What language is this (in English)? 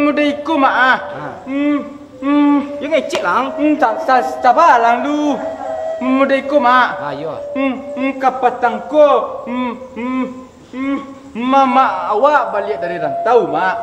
Minangkabau